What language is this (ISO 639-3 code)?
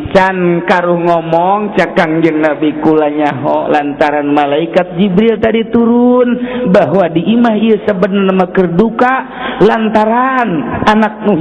sun